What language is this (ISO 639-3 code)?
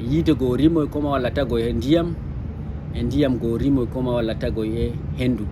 ful